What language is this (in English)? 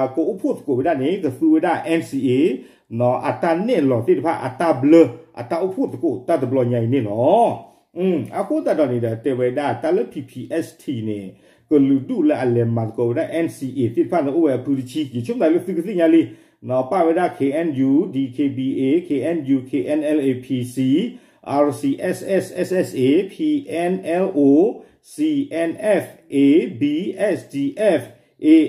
S'gaw Karen